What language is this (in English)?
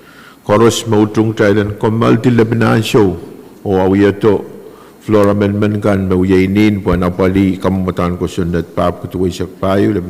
Pohnpeian